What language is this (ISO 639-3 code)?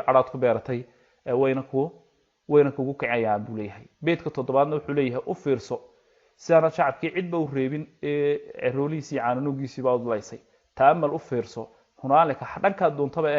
som